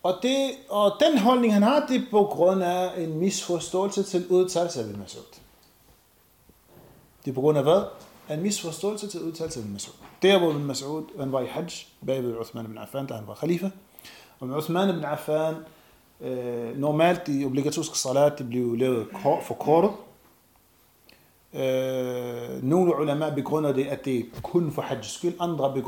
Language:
Danish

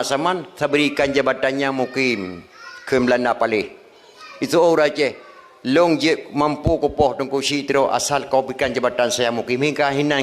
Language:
Achinese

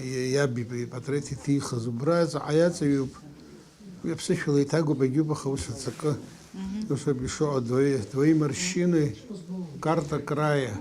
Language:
Abkhazian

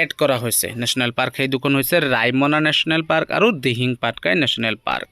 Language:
Assamese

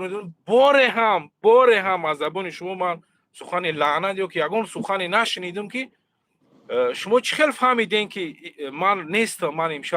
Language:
Tajik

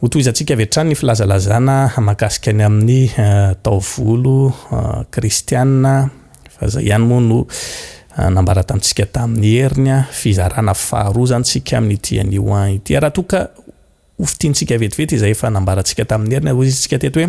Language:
Malagasy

